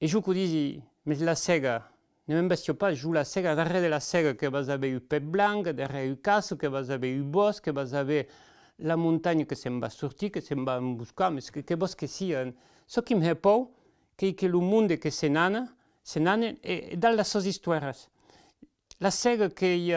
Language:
Occitan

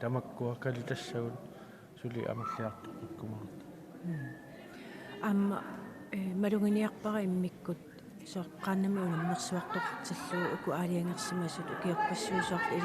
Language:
Kalaallisut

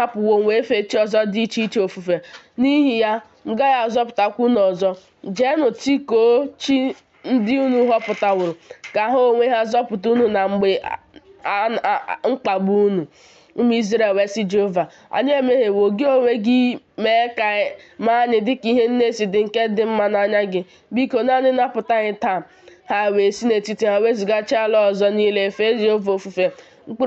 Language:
Igbo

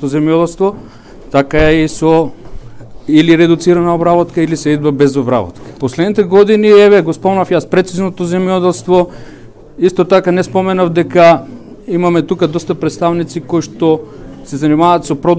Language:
Macedonian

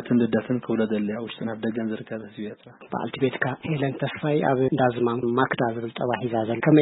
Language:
Tigrinya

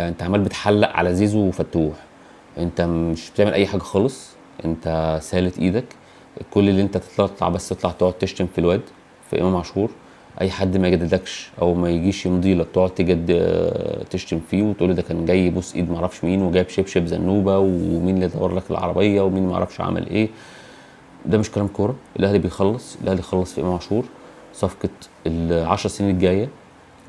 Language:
Egyptian Arabic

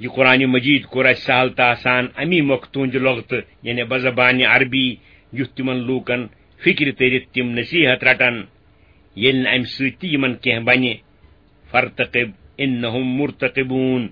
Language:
Kashmiri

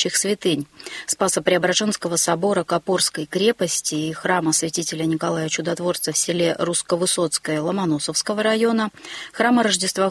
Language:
Russian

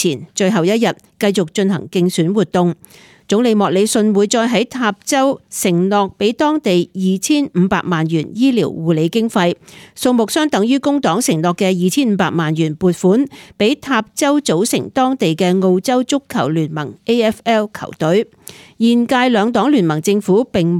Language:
Cantonese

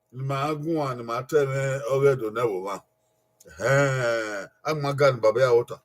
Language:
Bini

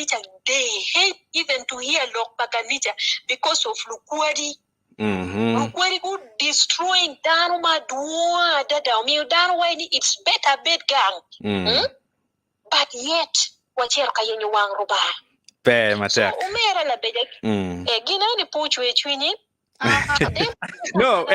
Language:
Acoli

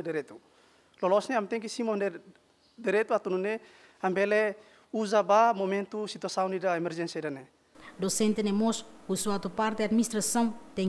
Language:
Tetum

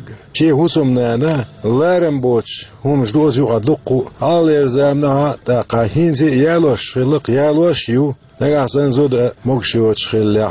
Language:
Chechen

